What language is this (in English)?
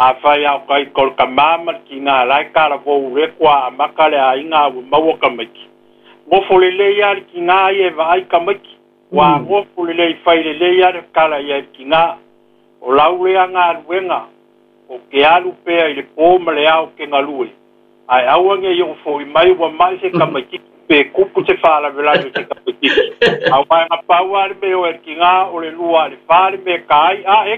Samoan